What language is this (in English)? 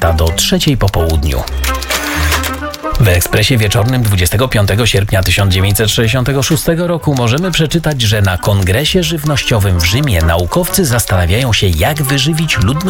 Polish